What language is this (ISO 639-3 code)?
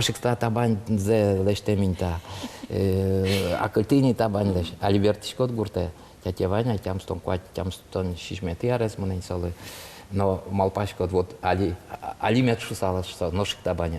udm